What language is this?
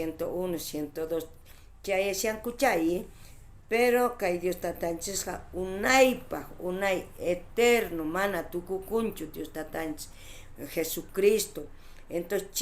South Bolivian Quechua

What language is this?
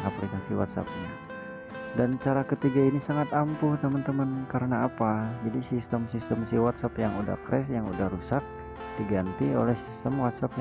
Indonesian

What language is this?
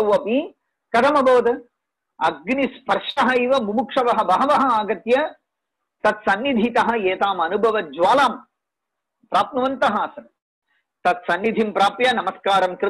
Sanskrit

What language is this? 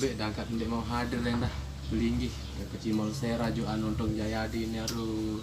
Sasak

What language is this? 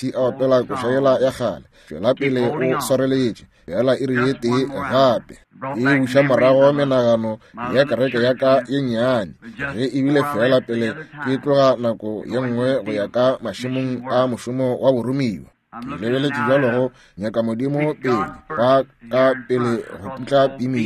Northern Sotho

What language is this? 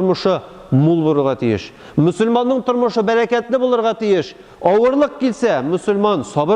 Tatar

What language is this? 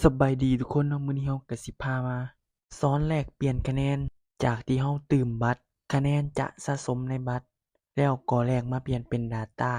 Lao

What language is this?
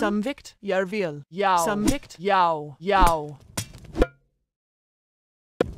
Icelandic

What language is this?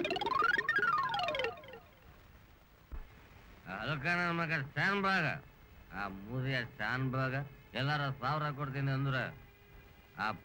Kannada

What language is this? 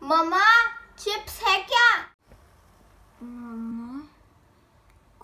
Hindi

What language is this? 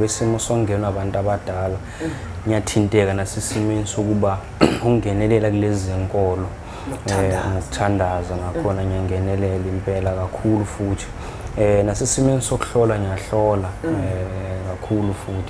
Zulu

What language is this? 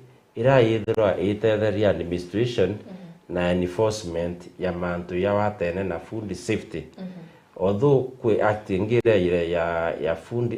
Meru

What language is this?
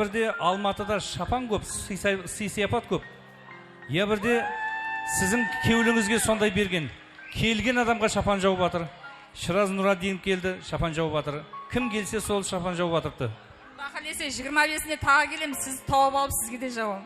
Kara-Kalpak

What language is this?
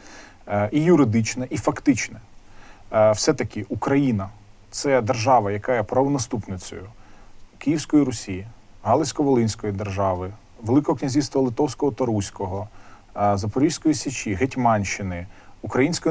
Ukrainian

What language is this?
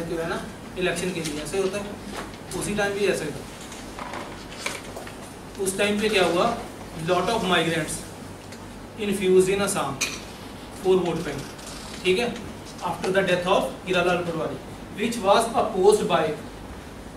Hindi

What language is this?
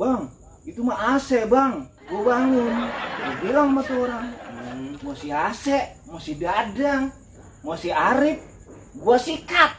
Betawi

